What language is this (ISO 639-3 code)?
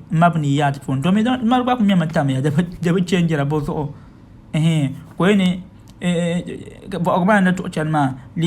dag